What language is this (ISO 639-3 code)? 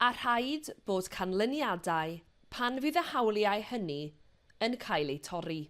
cym